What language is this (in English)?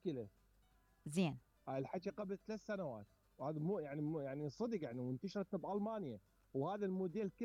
Mesopotamian Arabic